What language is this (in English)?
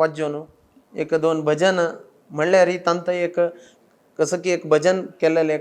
Konkani